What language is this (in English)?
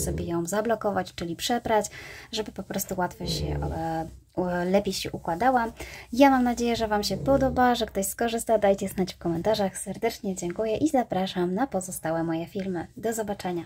Polish